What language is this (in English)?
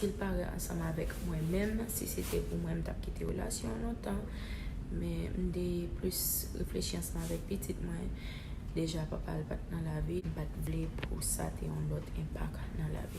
Haitian Creole